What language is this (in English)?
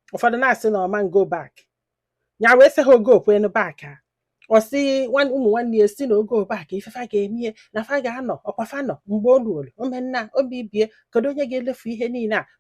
Igbo